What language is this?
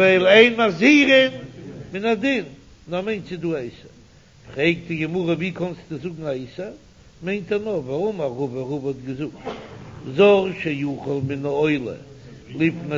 Yiddish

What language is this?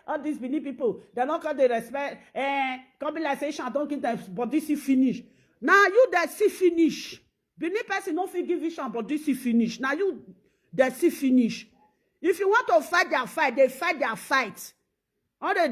Nigerian Pidgin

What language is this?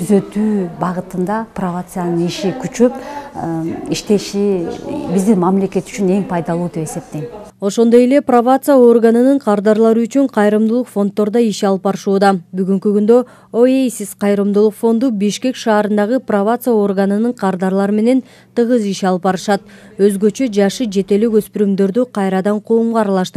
Kyrgyz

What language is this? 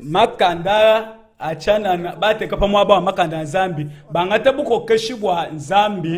Luba-Lulua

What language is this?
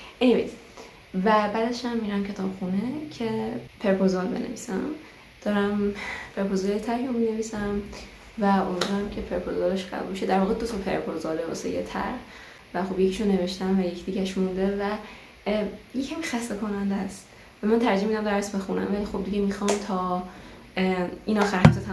Persian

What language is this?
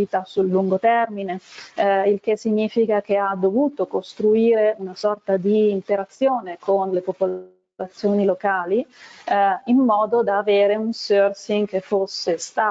Italian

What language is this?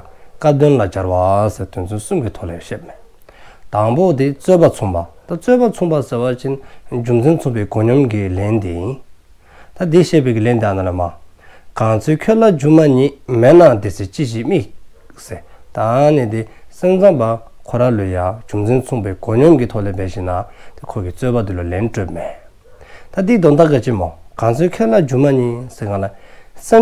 Dzongkha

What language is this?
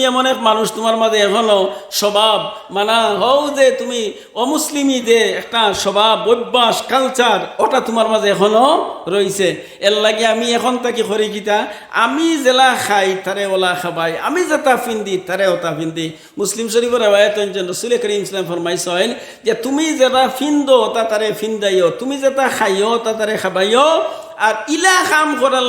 Sylheti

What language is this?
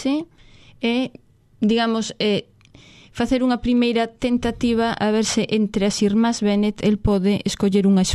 Galician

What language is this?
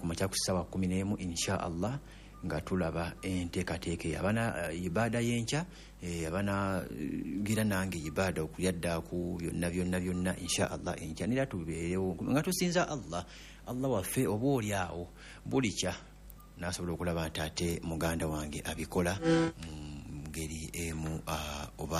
Ganda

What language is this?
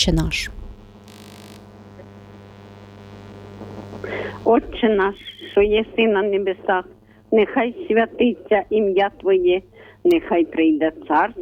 Ukrainian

